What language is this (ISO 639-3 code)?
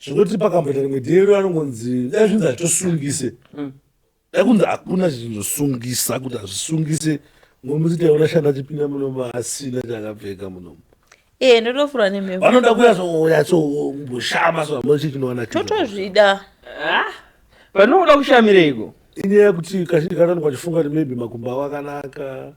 sna